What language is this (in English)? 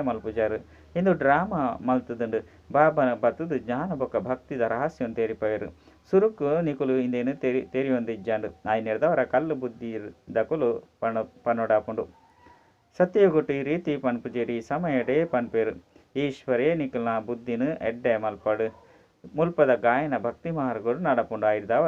Tulu